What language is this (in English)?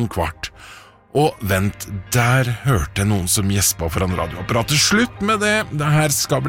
Norwegian